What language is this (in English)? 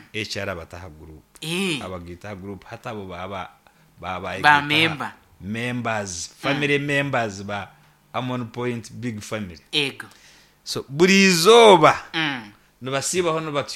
Nyankole